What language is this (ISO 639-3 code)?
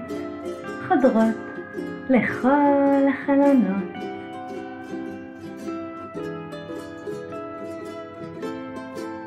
heb